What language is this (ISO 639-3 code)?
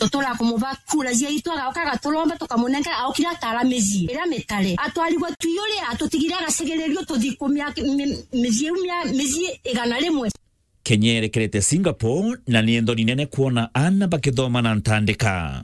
mer